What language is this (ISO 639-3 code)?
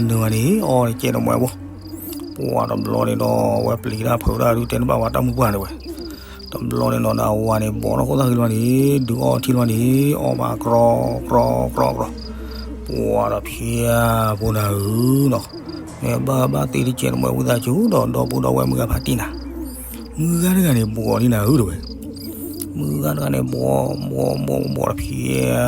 ksw